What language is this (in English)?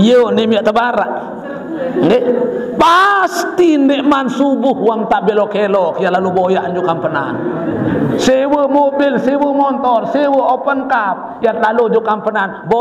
Sasak